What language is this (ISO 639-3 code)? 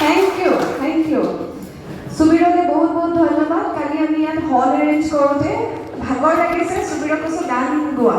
asm